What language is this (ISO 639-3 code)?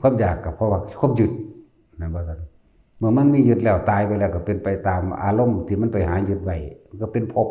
tts